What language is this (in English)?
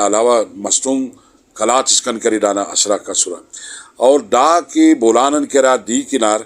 Brahui